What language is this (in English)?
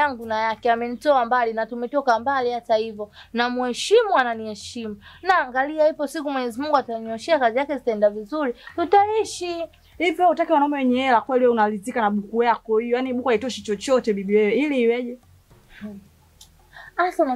Swahili